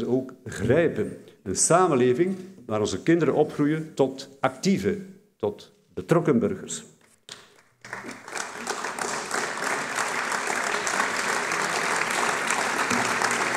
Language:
Dutch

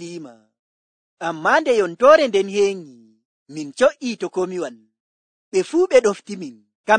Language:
Nigerian Fulfulde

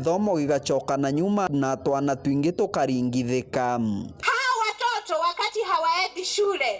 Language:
Meru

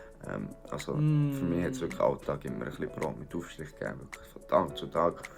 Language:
Swiss German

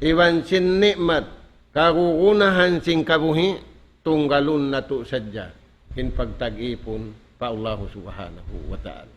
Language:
Tausug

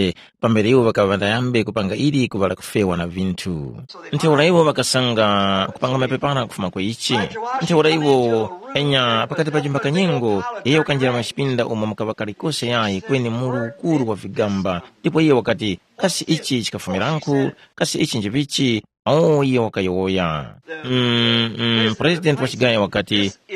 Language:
Tumbuka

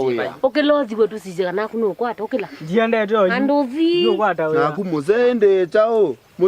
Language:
Kamba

